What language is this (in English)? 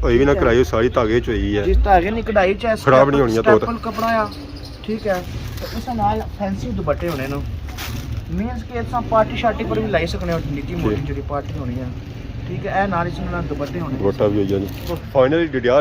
Pahari-Potwari